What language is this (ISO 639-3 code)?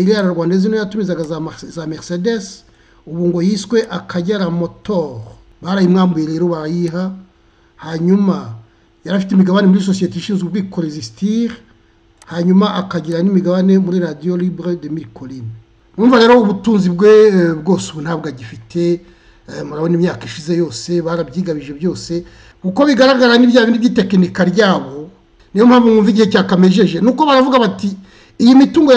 kin